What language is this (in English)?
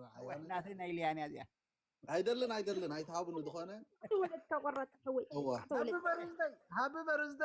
Tigrinya